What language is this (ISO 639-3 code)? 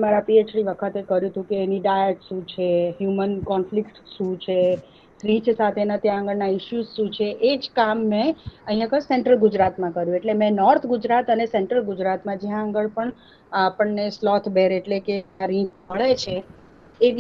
guj